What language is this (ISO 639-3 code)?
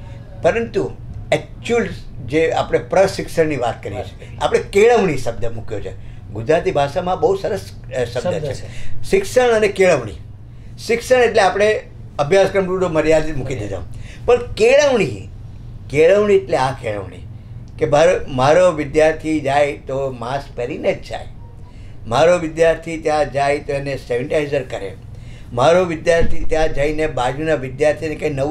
guj